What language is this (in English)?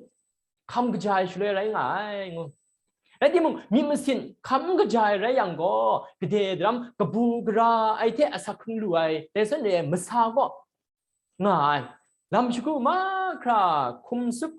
Kachin